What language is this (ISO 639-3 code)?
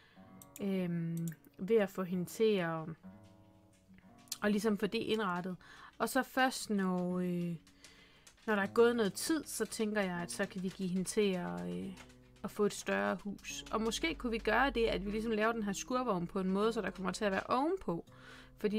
dan